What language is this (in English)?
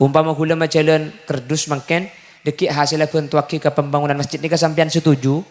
Madurese